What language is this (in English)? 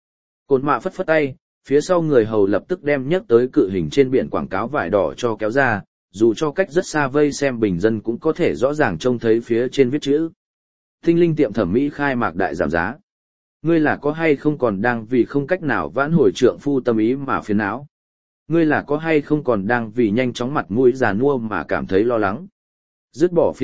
Vietnamese